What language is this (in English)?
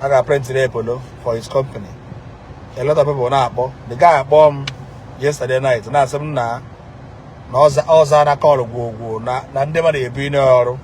Igbo